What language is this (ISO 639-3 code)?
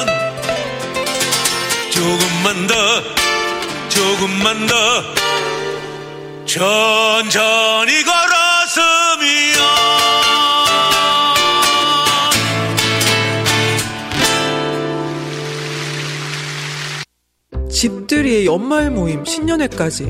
kor